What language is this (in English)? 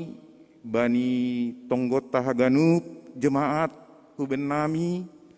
Batak Simalungun